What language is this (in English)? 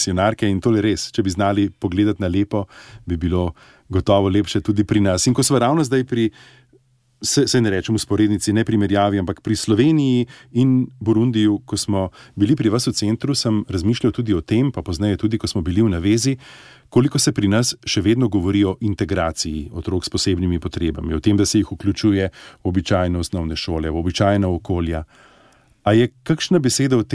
Slovenian